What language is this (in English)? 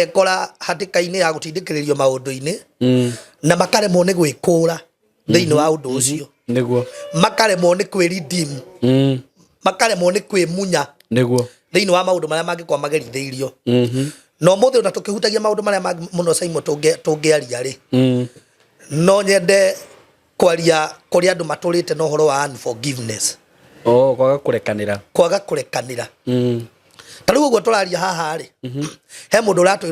Kikuyu